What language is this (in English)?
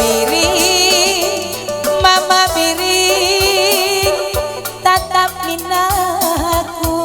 Batak Karo